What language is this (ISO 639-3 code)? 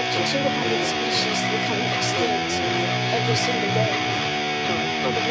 eng